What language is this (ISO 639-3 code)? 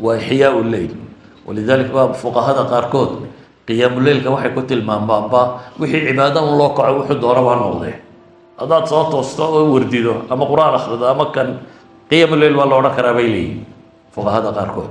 som